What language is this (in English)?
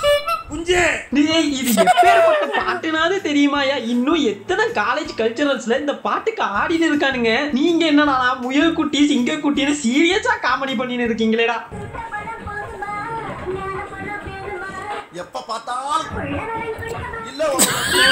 Tamil